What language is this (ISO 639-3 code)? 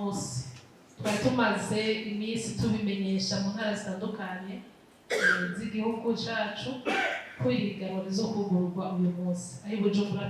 run